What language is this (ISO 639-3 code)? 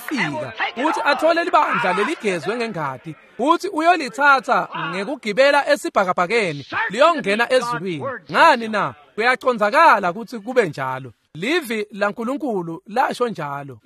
ssw